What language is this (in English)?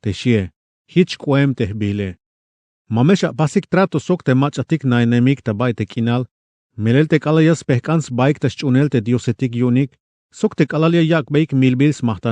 Tzeltal